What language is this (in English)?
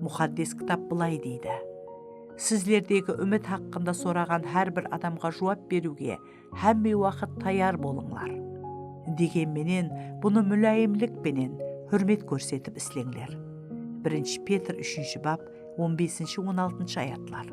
Kara-Kalpak